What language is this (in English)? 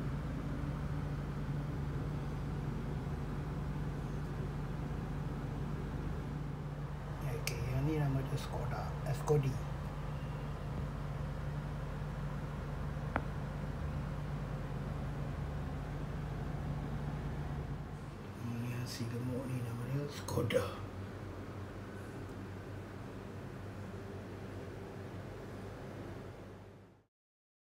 Malay